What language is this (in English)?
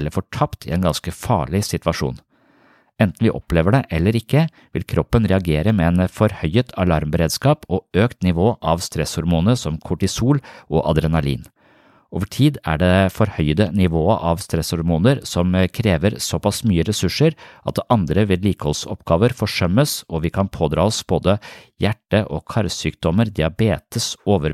Norwegian